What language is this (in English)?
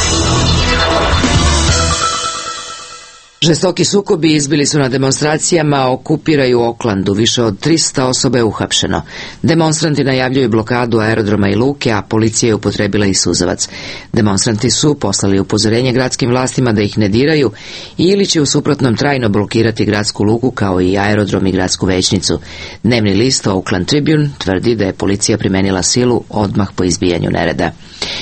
Serbian